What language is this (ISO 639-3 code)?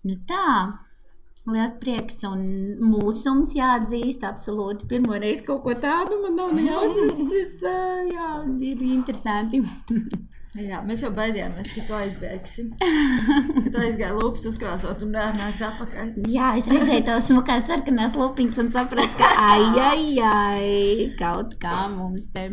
lav